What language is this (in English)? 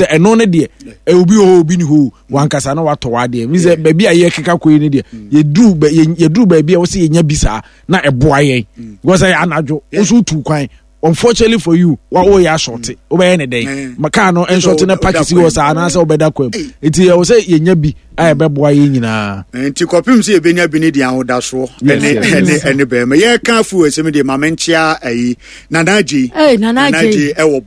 Akan